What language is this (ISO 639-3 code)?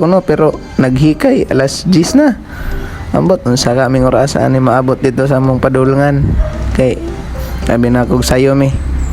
ceb